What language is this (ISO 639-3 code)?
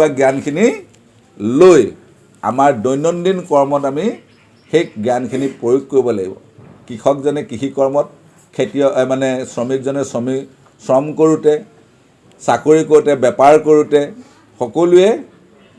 asm